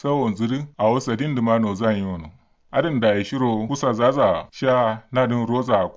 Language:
Kanuri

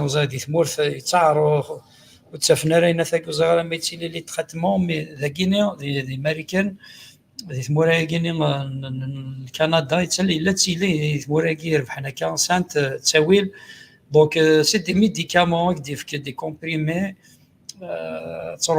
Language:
Kabyle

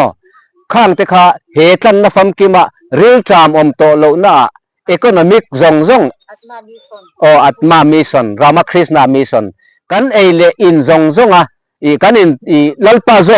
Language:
Mizo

